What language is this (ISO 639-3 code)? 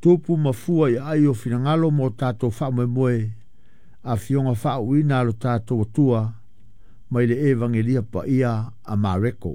smo